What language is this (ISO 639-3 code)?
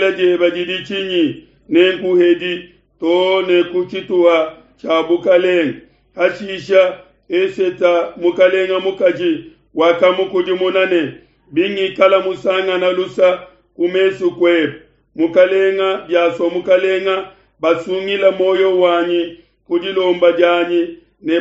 lua